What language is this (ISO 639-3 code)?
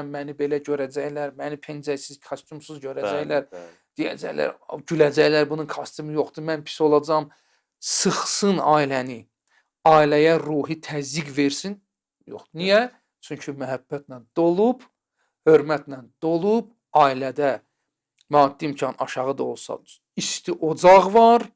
aze